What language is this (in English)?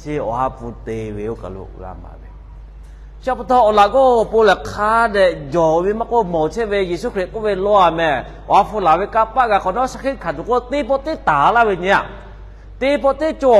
Lahu